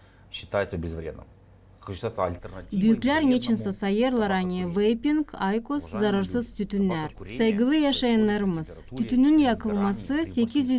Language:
Gagauz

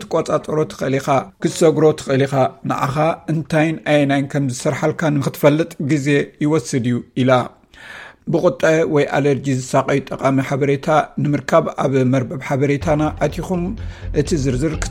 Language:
Tigrinya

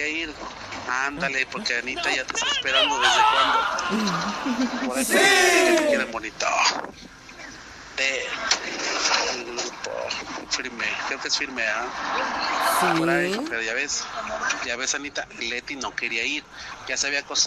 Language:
Spanish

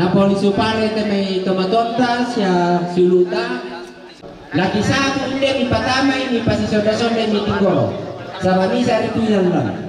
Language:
Toraja-Sa'dan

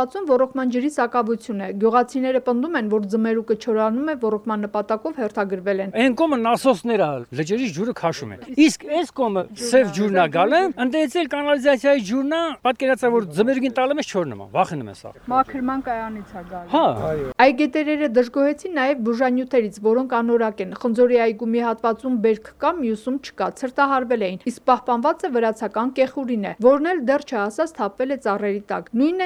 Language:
Armenian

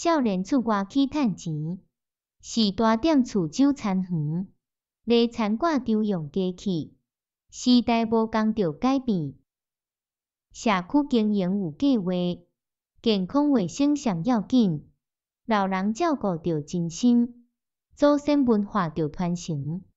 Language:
Min Nan Chinese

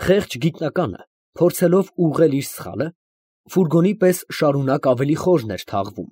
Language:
Armenian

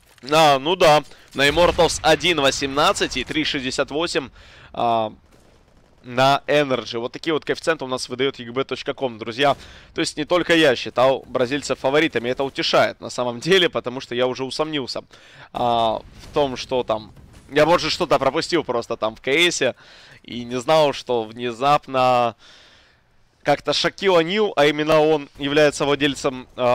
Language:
Russian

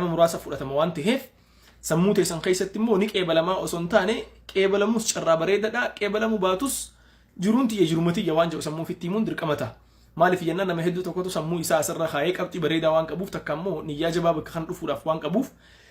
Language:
Oromo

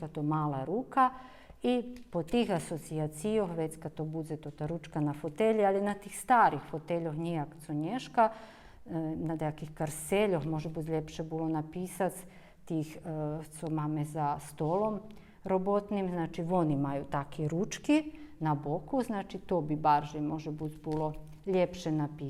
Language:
Rusyn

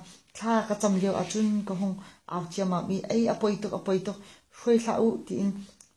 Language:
Hakha Chin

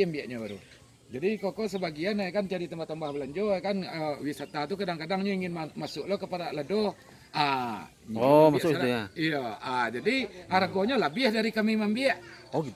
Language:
Minangkabau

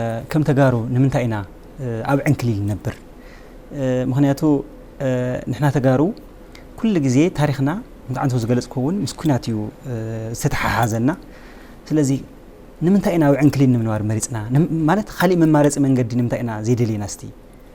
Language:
Tigrinya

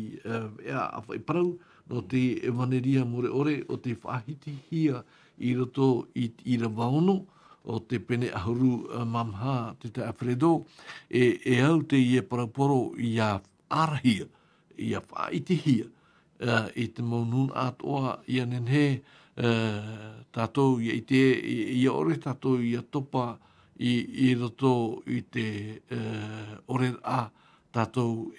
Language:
Tahitian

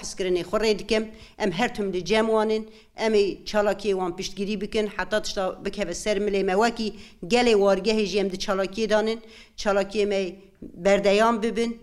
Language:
Kurdish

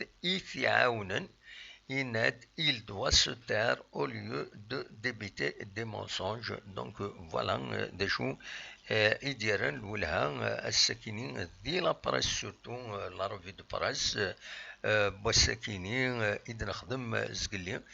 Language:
Kabyle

